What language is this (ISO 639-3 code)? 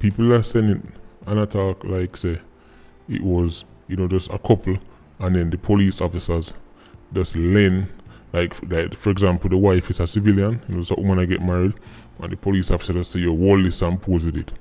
jam